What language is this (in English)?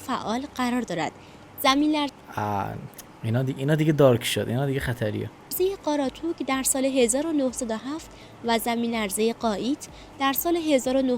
Tajik